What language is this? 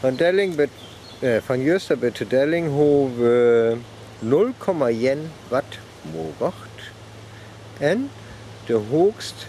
Northern Frisian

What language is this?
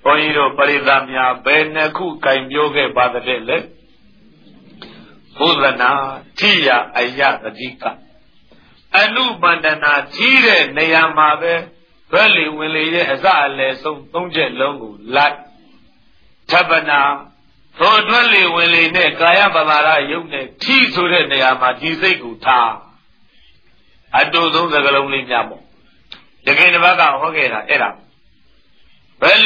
Burmese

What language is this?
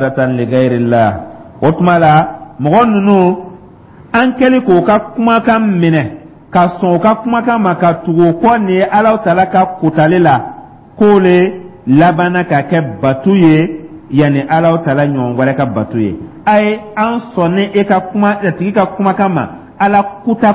Dyula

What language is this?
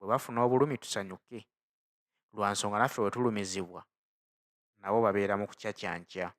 Ganda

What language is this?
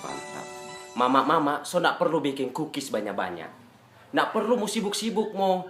Manado Malay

